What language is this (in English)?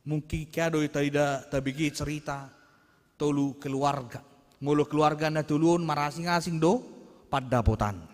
Batak Toba